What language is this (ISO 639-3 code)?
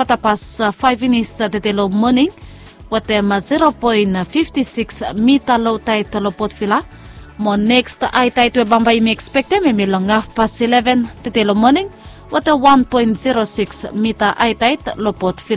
bis